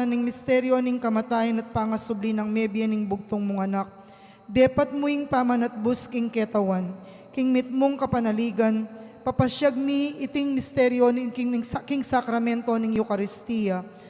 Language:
Pampanga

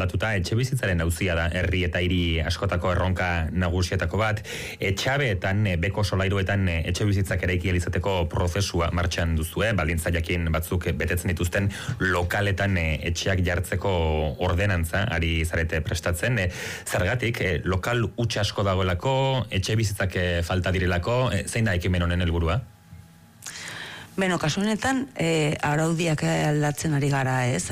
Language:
Basque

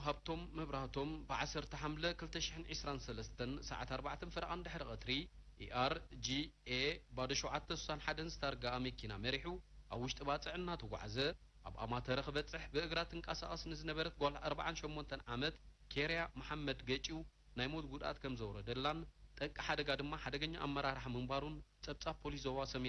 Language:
Tigrinya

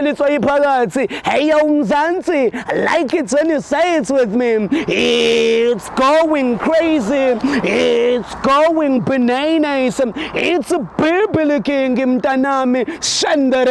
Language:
Zulu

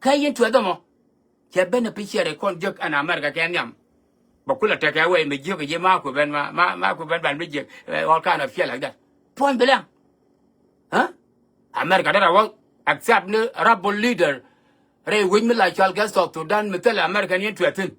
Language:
Nuer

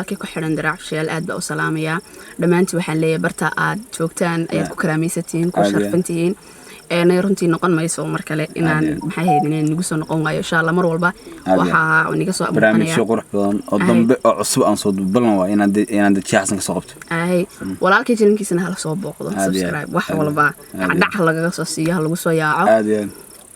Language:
Somali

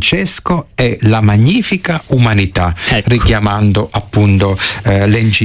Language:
Italian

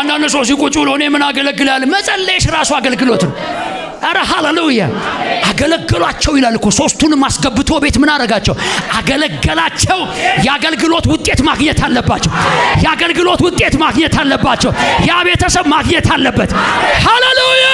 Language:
Amharic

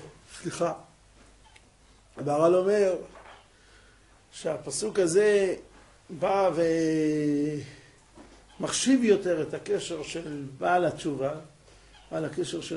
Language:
Hebrew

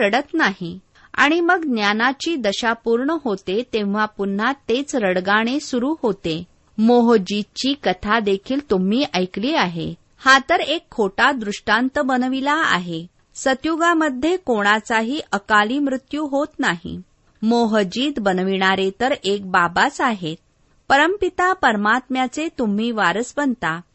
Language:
Marathi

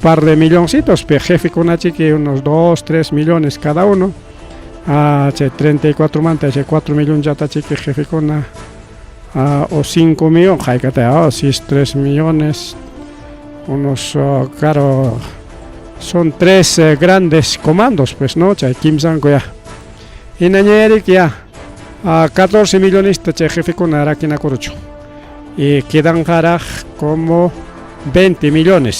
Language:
Ayacucho Quechua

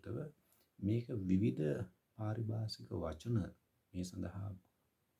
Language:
Sinhala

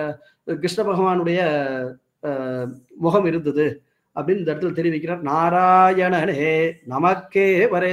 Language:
Tamil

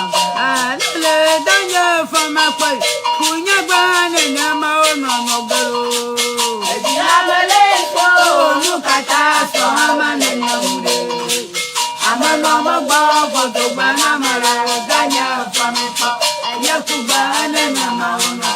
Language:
Ewe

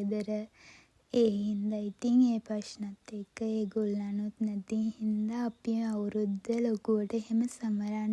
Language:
Sinhala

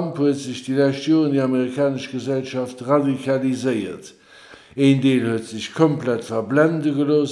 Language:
Luxembourgish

